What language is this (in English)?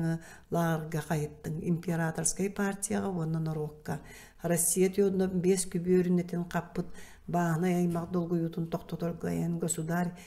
Yakut